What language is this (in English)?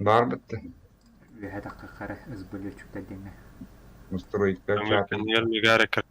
Yakut